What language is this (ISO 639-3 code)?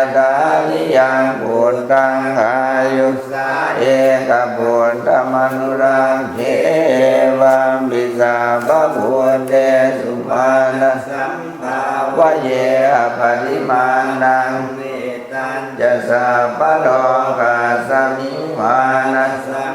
pli